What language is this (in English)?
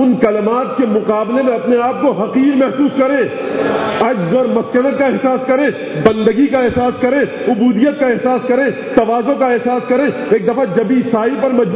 Urdu